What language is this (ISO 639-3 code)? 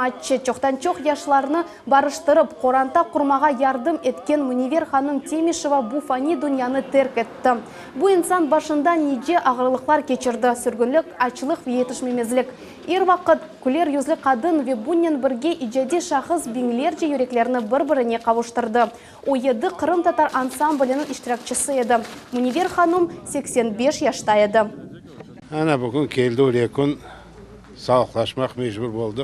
crh